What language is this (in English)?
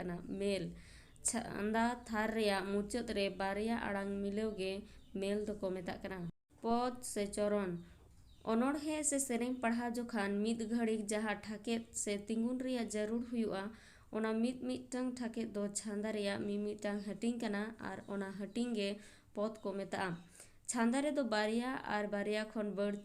Santali